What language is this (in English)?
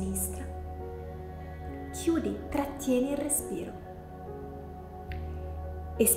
Italian